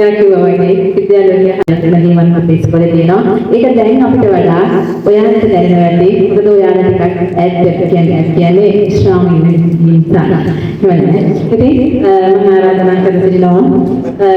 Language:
Sinhala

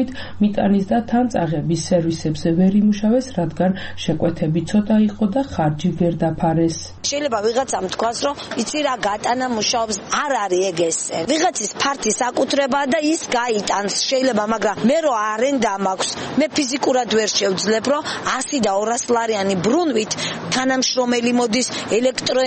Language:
Georgian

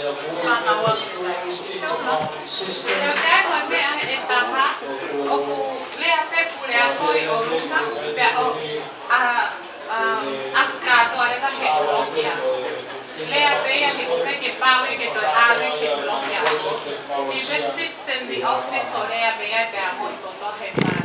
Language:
Tongan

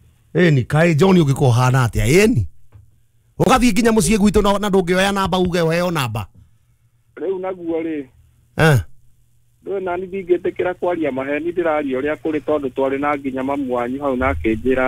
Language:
Kikuyu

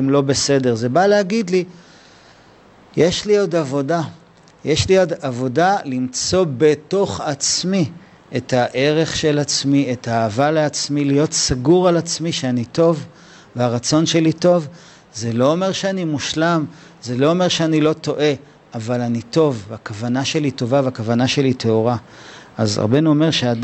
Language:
Hebrew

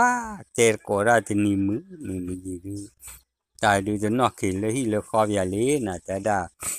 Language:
S'gaw Karen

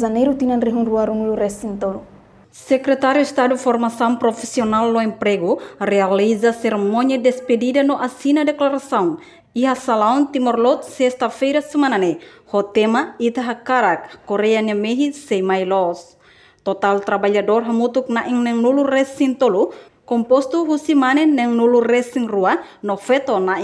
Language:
Tetum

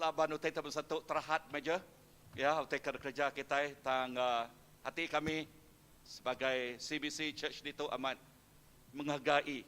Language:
Iban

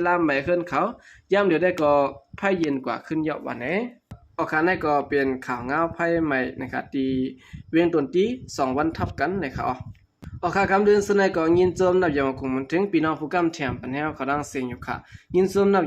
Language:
Shan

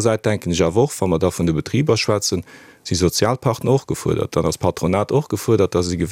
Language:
Luxembourgish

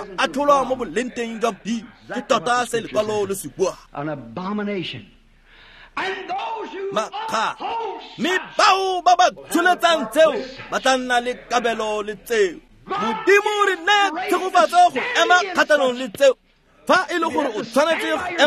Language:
Tswana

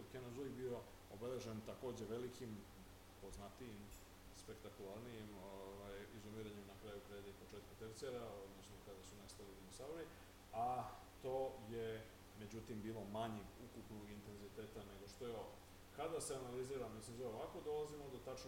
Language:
Serbian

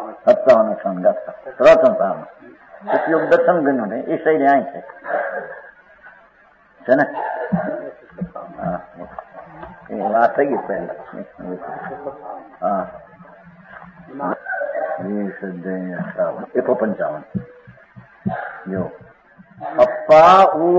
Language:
Gujarati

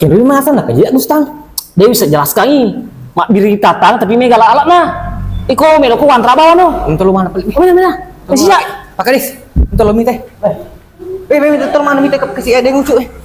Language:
Buginese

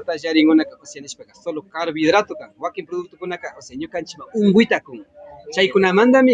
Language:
Imbabura Highland Quichua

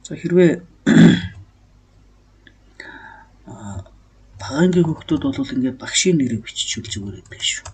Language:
Mongolian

